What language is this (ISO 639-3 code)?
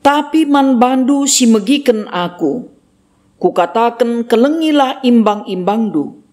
btx